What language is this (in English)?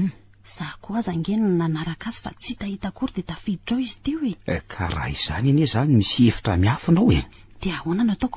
Malagasy